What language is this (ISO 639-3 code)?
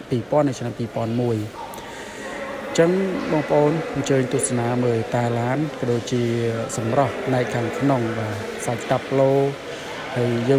khm